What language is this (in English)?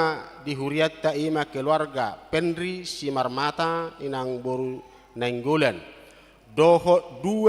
Batak Toba